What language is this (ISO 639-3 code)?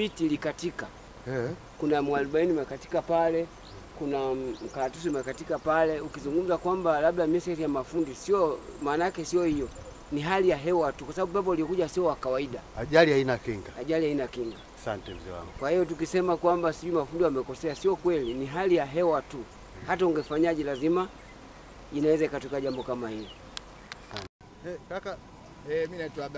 swa